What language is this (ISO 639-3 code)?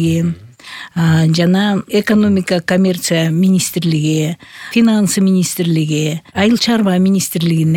kir